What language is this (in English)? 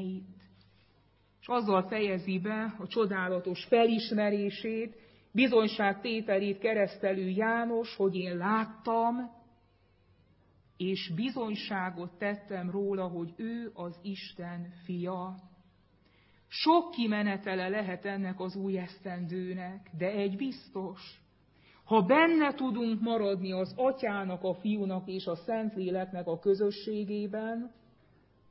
Hungarian